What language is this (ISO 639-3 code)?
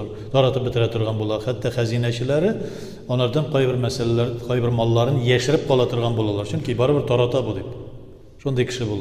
tat